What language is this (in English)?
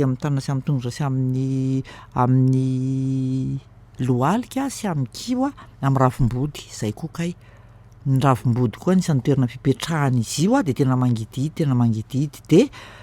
Malagasy